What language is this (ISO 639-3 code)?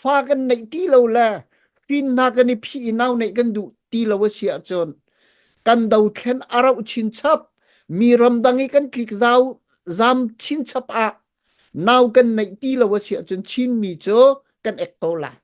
cnh